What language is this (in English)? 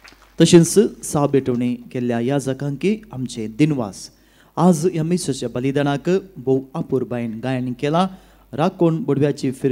Konkani